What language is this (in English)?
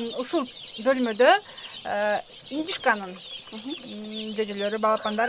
Kyrgyz